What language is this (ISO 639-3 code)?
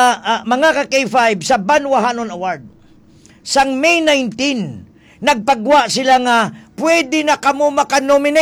hil